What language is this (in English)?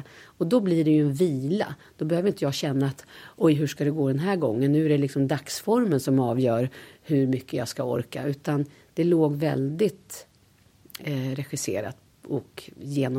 Swedish